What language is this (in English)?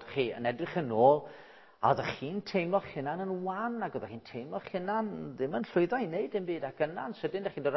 Welsh